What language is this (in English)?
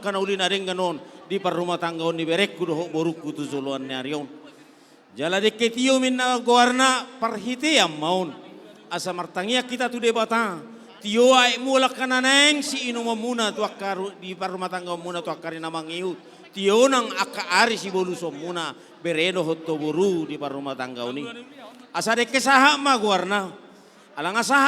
Batak Toba